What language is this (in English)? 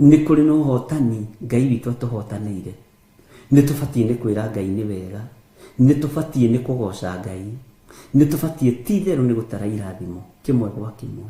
Kikuyu